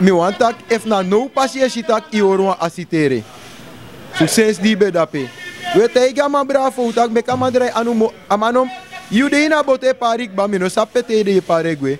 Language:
Sranan Tongo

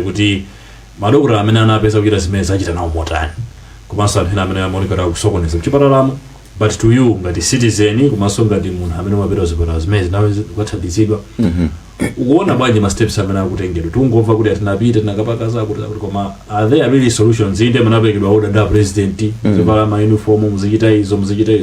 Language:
Nyanja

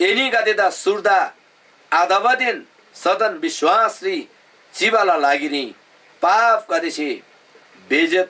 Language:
Eastern Tamang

